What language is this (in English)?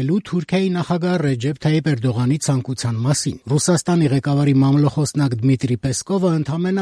Armenian